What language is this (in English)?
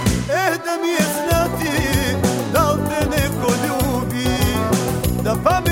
Croatian